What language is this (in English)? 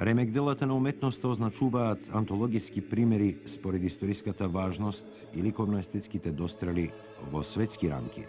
Macedonian